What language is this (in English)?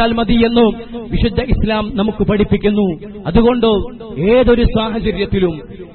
Malayalam